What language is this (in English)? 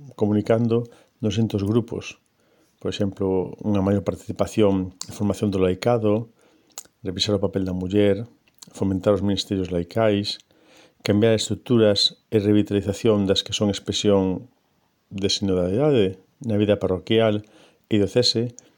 Galician